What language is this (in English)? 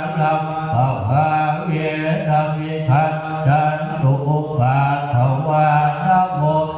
Pali